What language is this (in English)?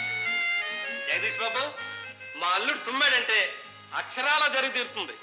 Telugu